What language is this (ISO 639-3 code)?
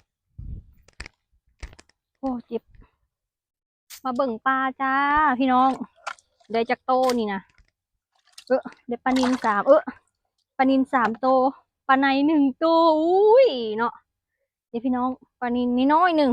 lao